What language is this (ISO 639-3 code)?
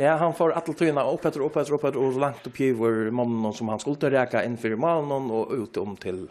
fao